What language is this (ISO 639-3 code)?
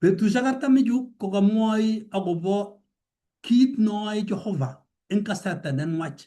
kln